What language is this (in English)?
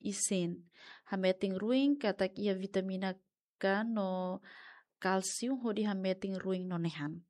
Tetum